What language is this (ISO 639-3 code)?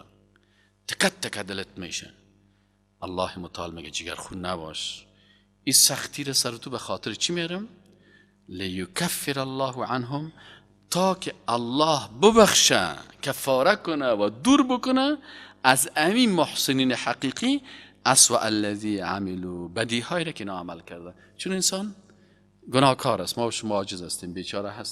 fas